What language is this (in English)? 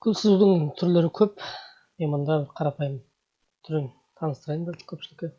Kazakh